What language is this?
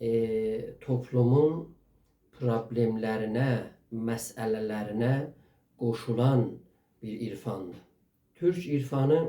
South Azerbaijani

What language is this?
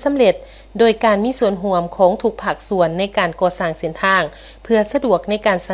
Lao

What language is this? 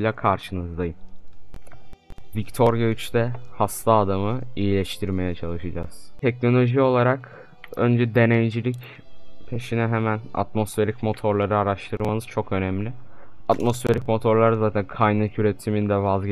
Turkish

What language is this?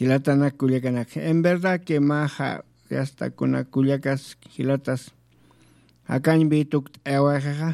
Aymara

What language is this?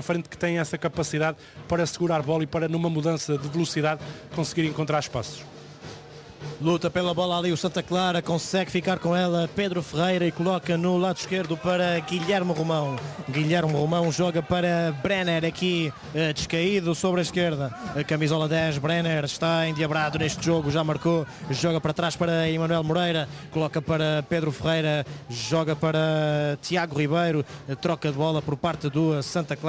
Portuguese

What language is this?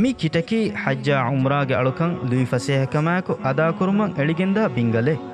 Divehi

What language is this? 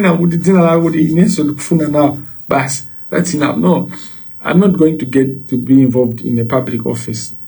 Nyanja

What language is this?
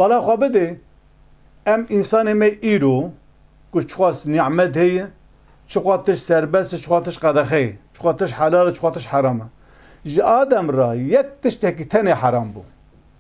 Kurdish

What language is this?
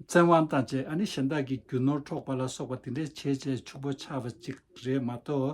Tibetan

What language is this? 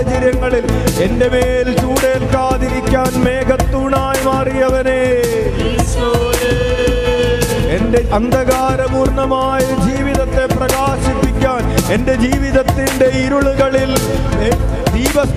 Malayalam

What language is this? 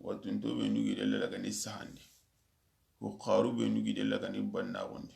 Soninke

